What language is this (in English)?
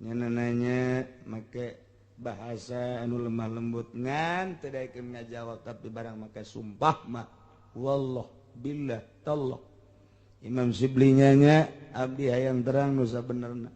Sundanese